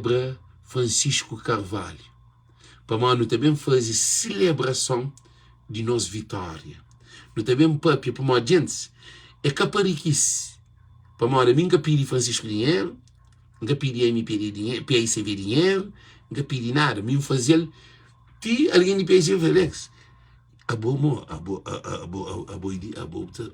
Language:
Kabuverdianu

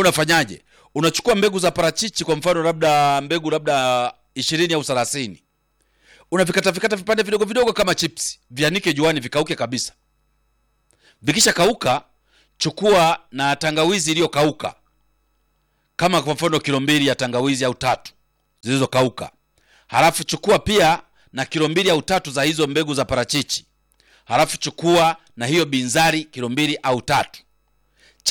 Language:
Swahili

